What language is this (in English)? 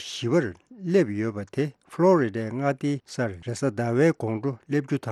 Tibetan